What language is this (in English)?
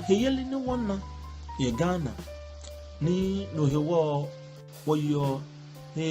Ga